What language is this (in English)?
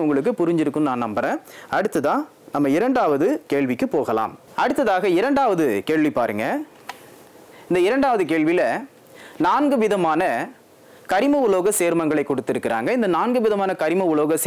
Tamil